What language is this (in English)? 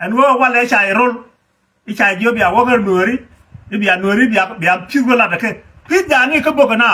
Nuer